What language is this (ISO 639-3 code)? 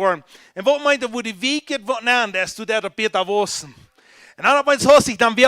pdt